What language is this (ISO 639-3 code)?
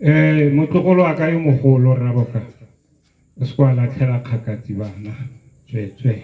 tsn